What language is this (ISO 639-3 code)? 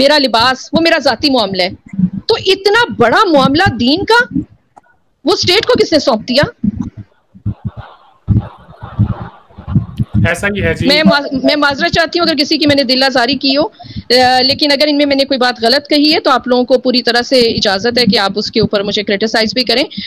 urd